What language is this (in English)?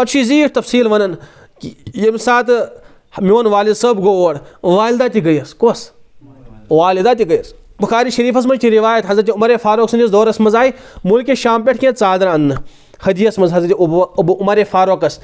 Kashmiri